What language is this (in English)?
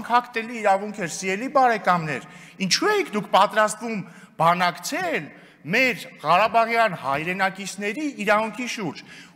Armenian